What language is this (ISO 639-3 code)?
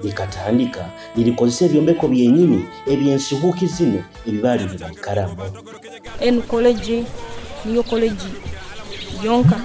nyo